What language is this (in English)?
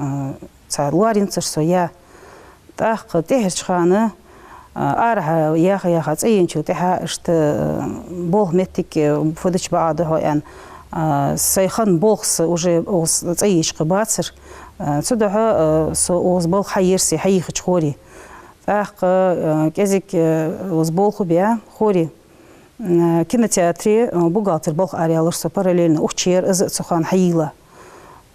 Ingush